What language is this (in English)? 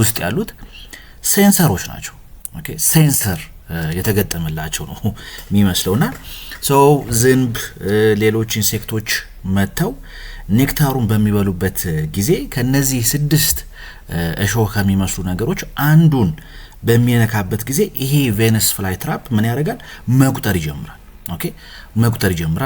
Amharic